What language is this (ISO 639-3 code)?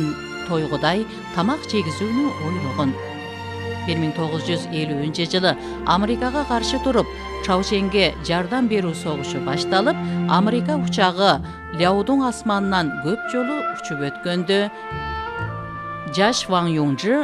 kir